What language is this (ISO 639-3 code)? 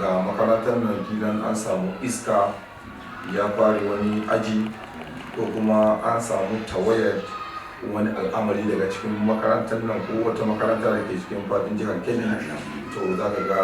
hau